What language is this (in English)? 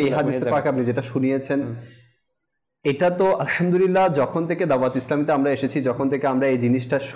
Bangla